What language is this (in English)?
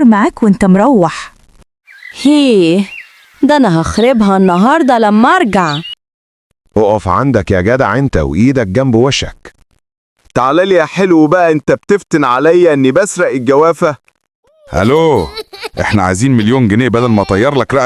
Egyptian Arabic